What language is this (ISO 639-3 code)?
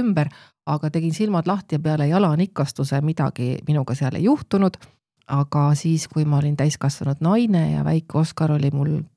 est